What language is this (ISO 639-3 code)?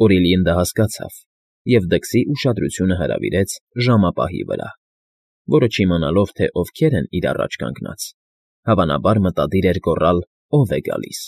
hye